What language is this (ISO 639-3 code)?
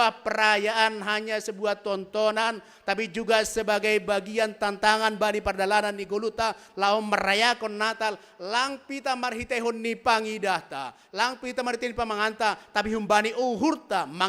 bts